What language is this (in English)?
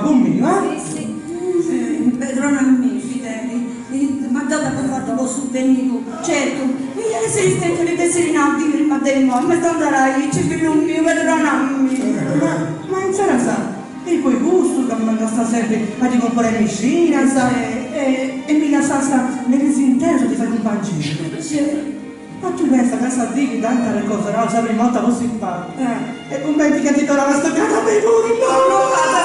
Sardinian